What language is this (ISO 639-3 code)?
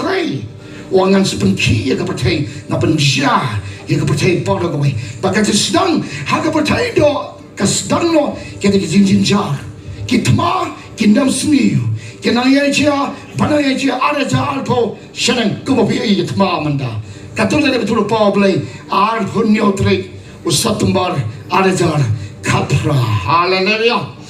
kha